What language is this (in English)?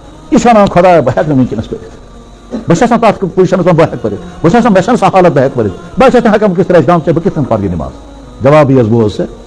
Kashmiri